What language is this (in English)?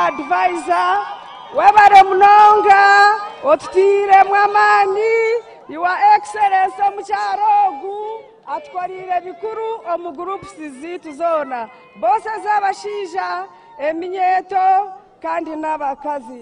Nyankole